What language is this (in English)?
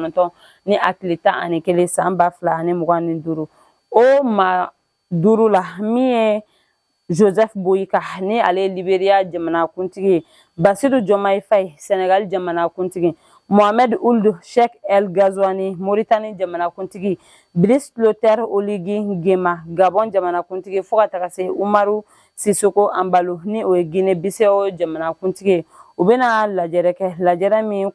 Bambara